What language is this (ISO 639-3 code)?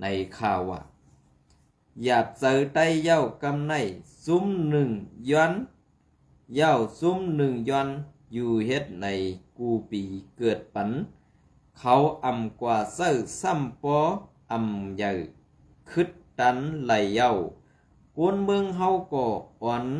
shn